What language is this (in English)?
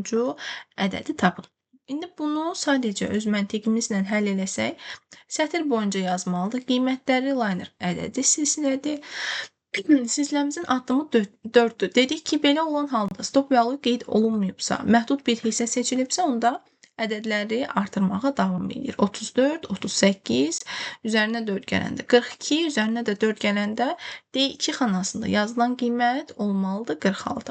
Azerbaijani